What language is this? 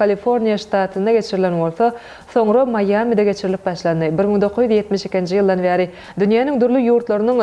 Turkmen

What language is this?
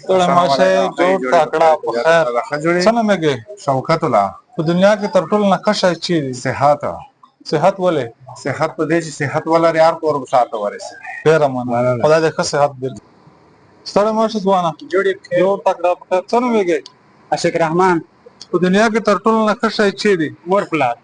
Pashto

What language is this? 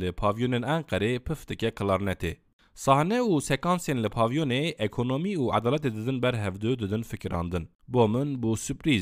Kurdish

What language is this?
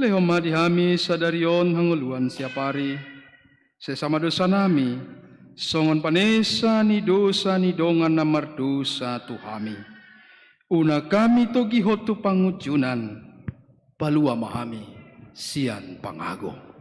Batak Toba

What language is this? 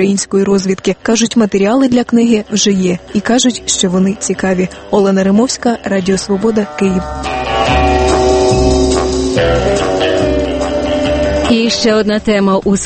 Ukrainian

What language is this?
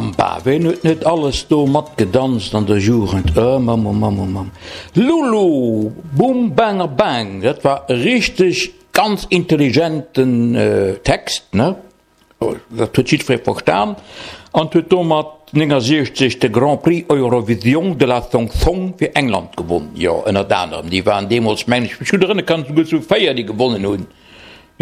Luxembourgish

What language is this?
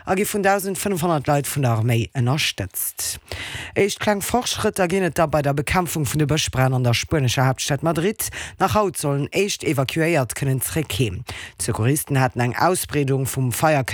Luxembourgish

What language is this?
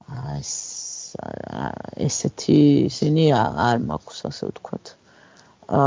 Georgian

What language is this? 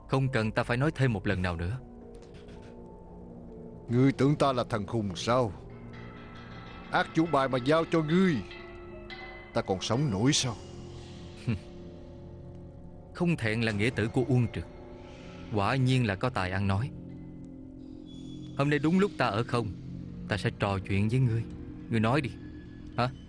Vietnamese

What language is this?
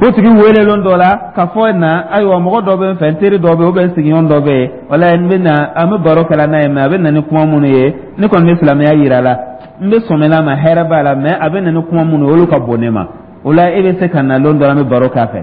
Dyula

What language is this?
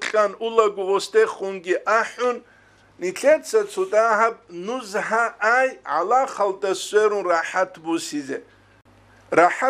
Avaric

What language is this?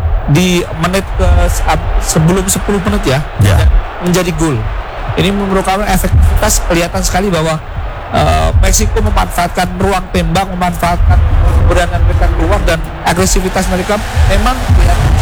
Indonesian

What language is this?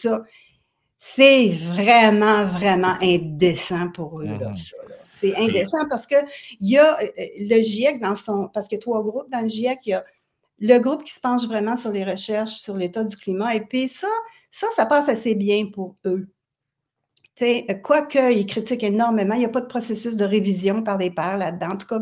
French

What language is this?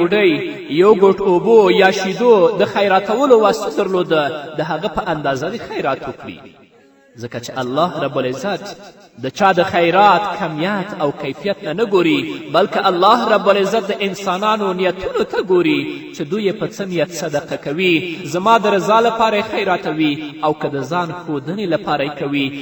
Pashto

